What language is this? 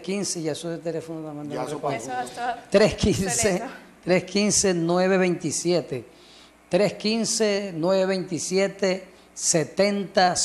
Spanish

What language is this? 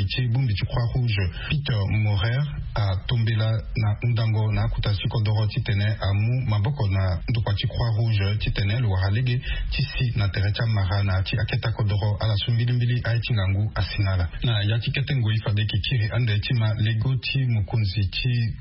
Sango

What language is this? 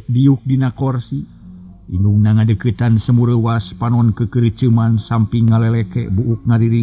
Sundanese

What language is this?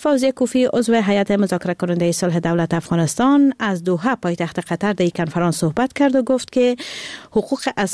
Persian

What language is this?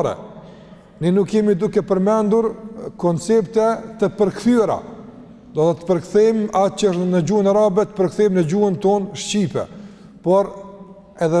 Albanian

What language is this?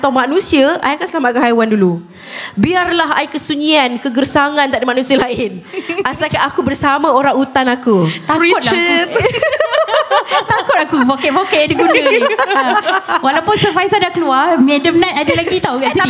Malay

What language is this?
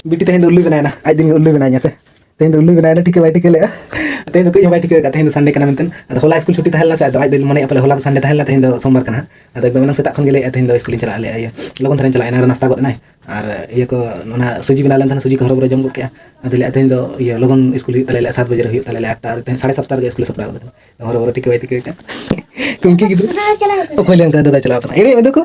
Santali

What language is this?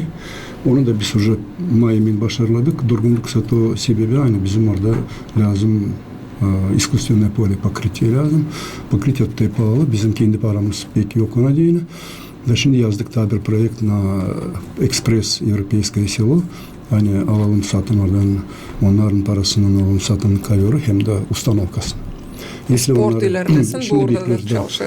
Gagauz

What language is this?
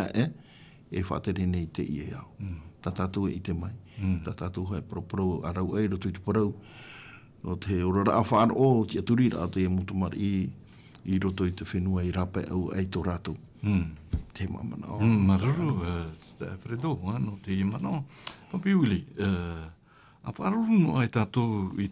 Tahitian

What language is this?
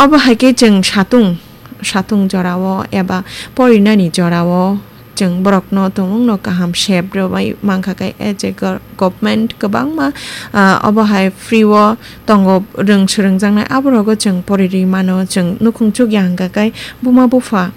Kok Borok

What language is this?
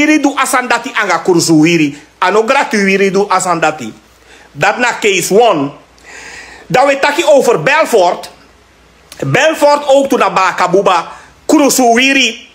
Sranan Tongo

